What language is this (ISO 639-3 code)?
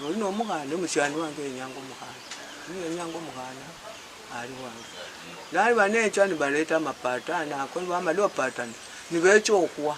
luy